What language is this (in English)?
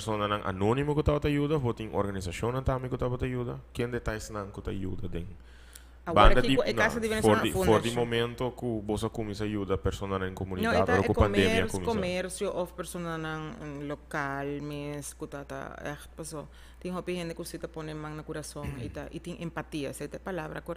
Papiamento